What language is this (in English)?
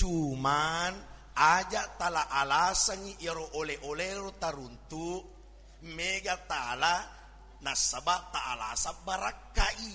Buginese